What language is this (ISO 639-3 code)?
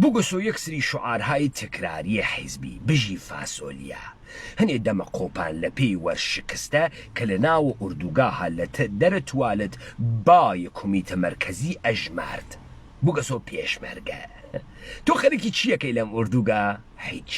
ckb